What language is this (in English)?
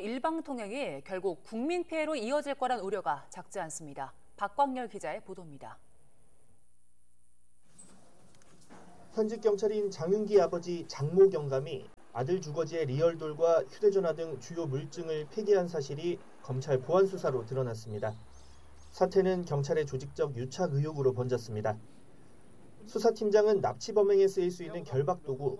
Korean